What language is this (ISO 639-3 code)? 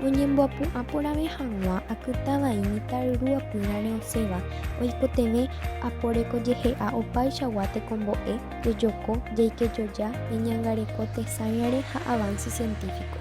grn